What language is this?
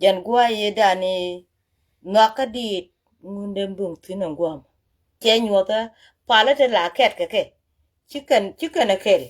Nuer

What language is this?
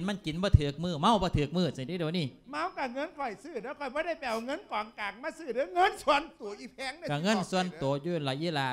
Lao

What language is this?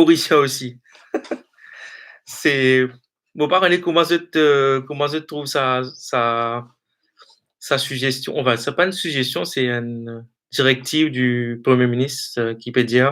Morisyen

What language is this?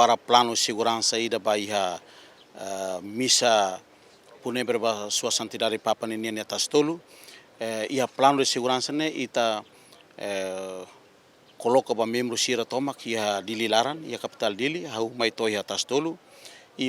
Tetum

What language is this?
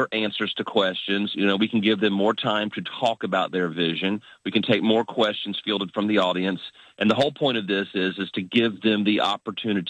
English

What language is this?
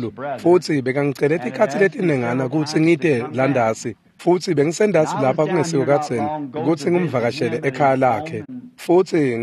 Swati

